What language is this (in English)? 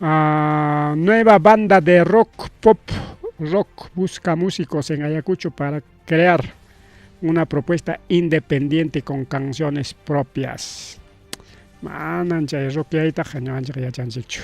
Ayacucho Quechua